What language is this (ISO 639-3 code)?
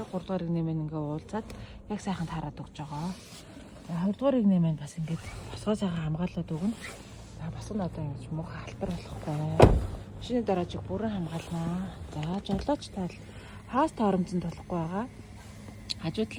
mon